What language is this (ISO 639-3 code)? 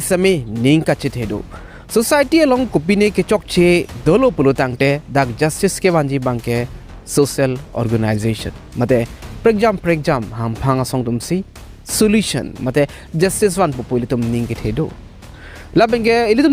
mjw